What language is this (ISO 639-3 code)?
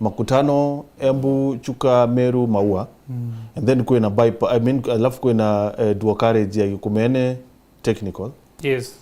mer